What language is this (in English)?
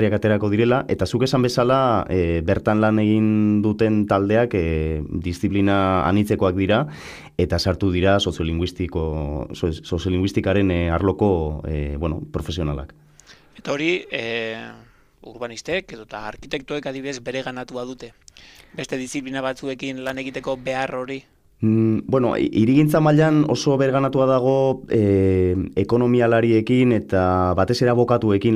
Basque